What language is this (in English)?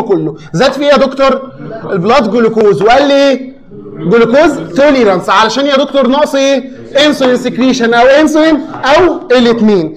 Egyptian Arabic